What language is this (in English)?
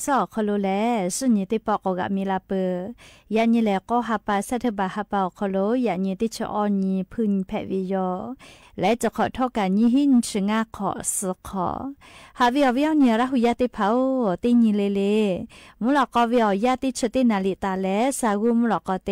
Lahu